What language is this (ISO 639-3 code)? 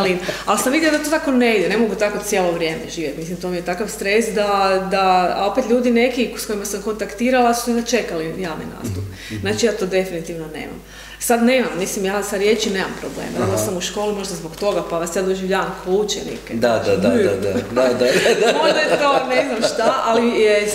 hrv